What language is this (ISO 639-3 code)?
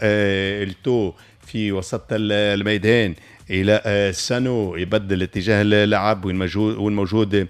aeb